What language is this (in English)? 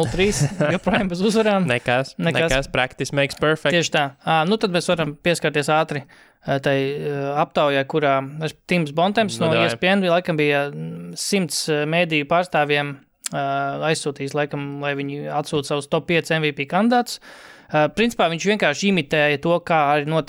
Latvian